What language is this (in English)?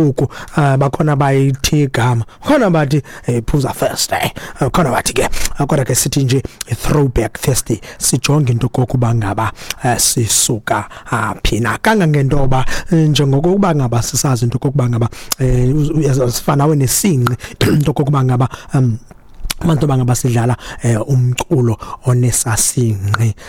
Xhosa